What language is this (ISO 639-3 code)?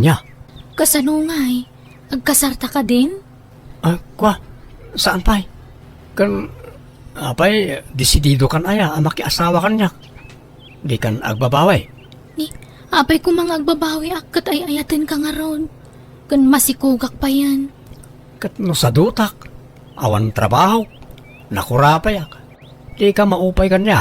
ilo